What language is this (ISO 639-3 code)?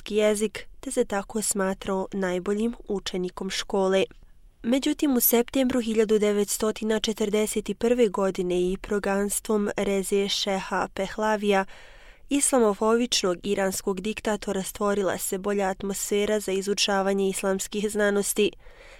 bos